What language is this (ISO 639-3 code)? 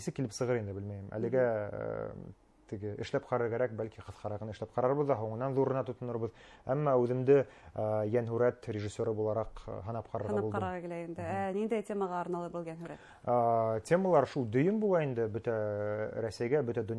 bak